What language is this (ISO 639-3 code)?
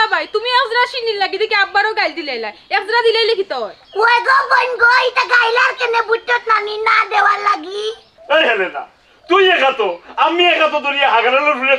syl